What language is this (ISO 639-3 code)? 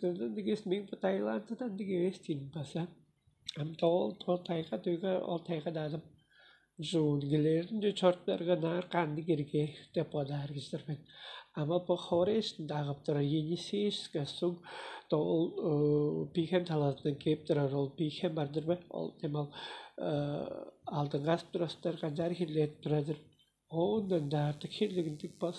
tyv